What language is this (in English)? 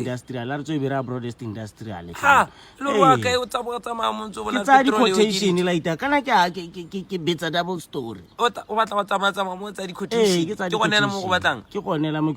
Tswana